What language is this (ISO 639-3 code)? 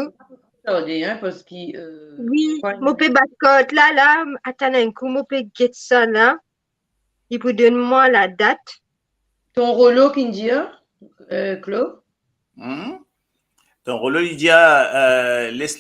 mfe